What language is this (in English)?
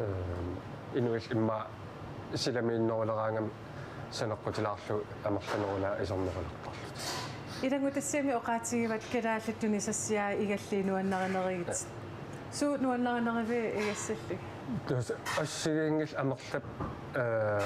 Kalaallisut